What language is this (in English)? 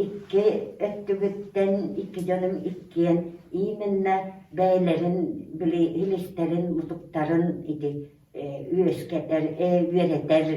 Yakut